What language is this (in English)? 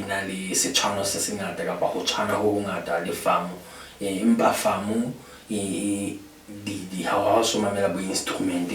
Southern Sotho